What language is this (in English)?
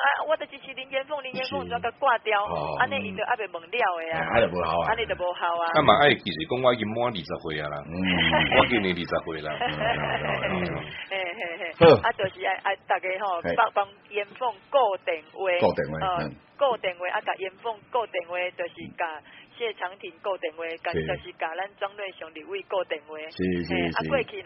Min Nan Chinese